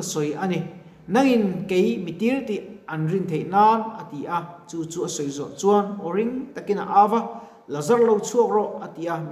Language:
Mizo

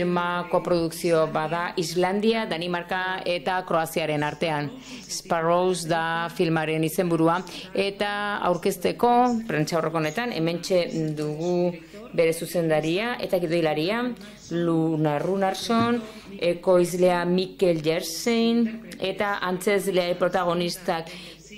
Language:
Basque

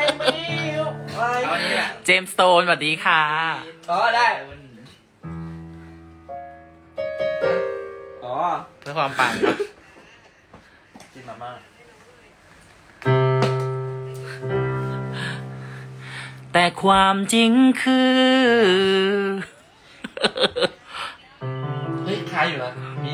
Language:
Thai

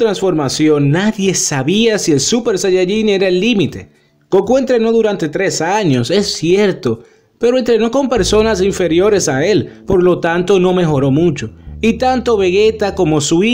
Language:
Spanish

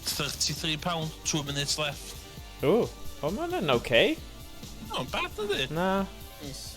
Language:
Welsh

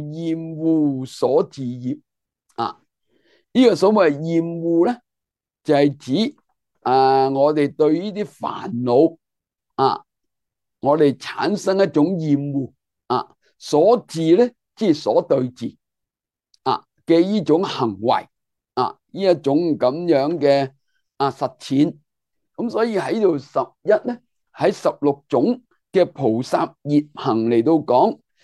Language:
Cantonese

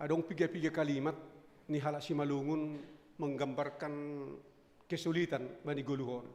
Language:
Batak Simalungun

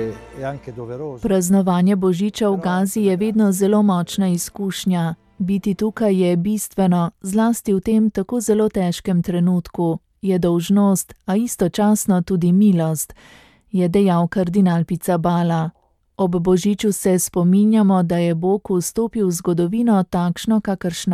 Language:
Slovenian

